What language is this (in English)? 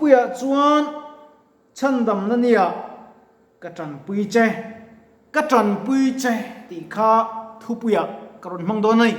Mizo